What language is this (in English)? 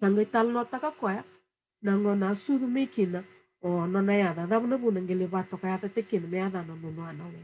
Fijian